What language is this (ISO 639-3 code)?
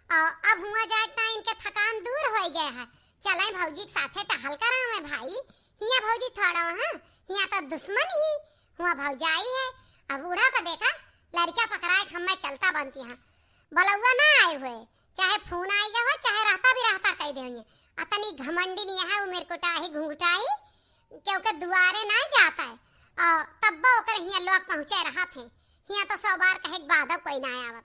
awa